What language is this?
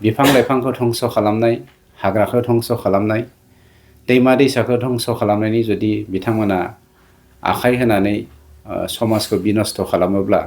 Bodo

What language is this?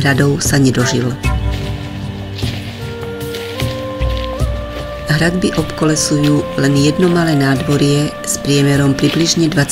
Slovak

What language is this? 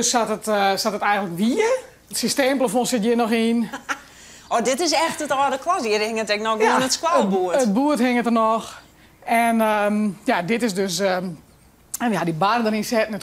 Western Frisian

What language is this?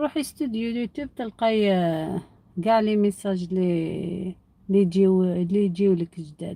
Algerian Arabic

